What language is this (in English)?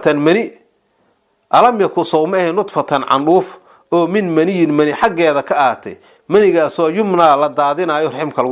Somali